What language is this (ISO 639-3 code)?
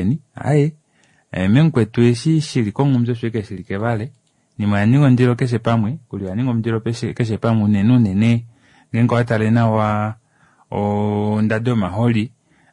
kua